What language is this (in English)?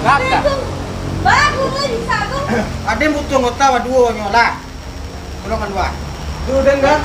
Minangkabau